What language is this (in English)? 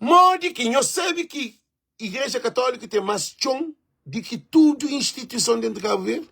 Kabuverdianu